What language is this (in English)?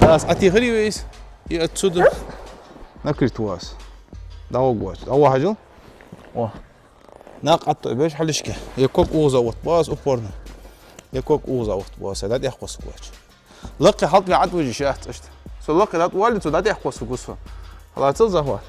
Ingush